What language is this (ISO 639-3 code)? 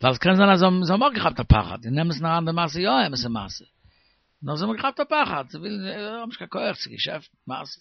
yid